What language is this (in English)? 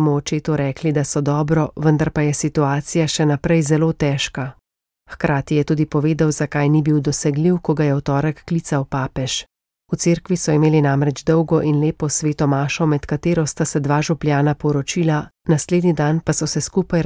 Slovenian